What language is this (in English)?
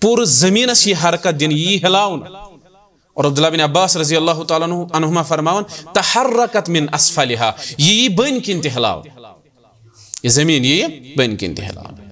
Kashmiri